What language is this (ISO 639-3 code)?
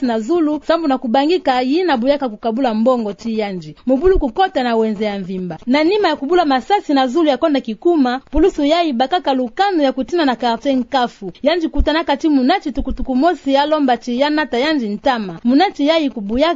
ktu